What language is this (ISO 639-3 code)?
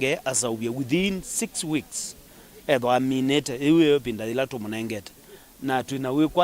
kam